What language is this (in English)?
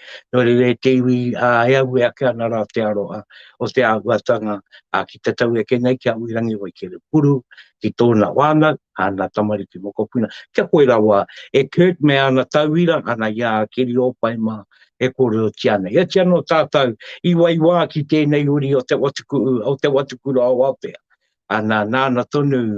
Māori